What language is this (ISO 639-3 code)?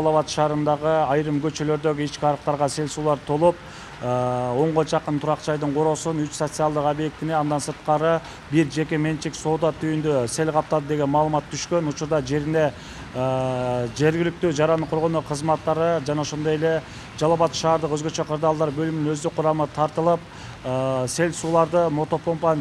kir